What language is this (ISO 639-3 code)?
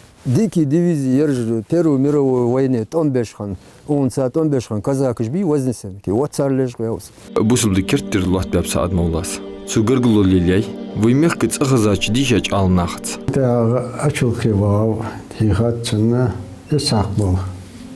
inh